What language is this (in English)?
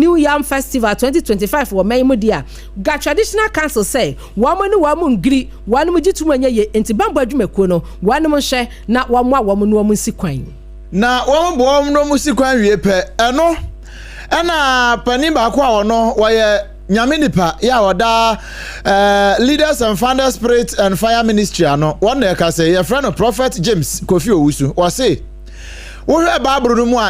Akan